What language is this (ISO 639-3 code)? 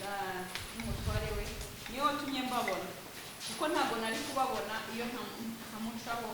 kin